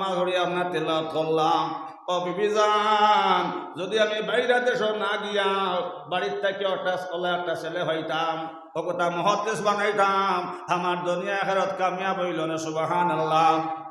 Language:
Sylheti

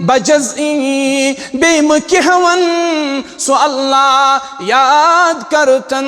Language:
Kashmiri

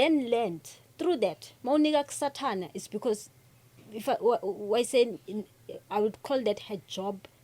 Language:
Zulu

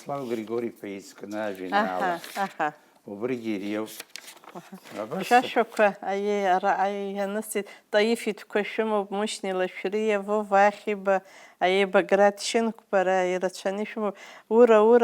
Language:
Abkhazian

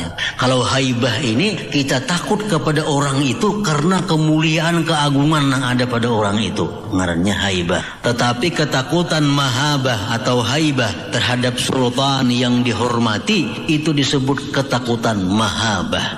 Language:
Banjar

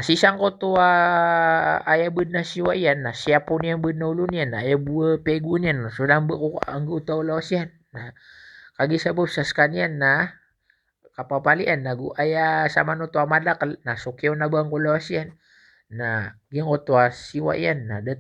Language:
Maranao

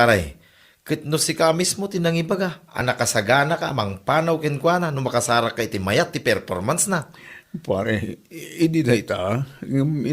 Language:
Iloko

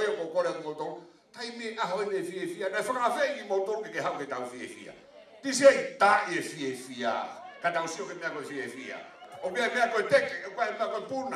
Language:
Tongan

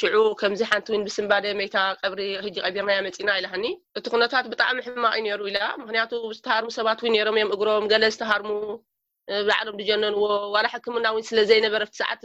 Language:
Tigrinya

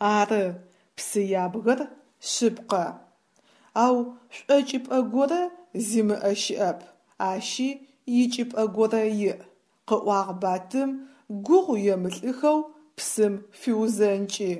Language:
Adyghe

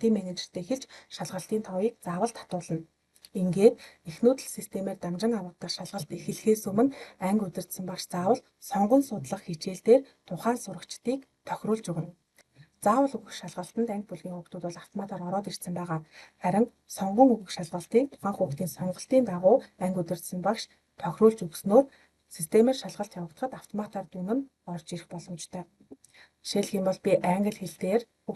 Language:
Mongolian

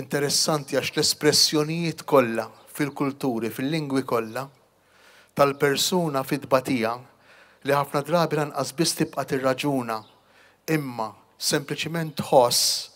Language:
Maltese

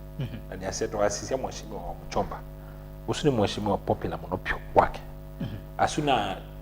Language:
Kamba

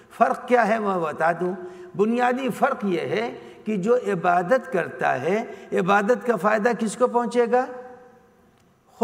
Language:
Urdu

